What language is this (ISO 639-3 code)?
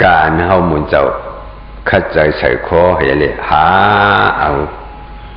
shn